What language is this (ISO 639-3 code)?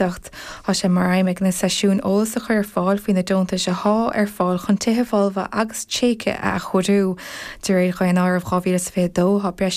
gle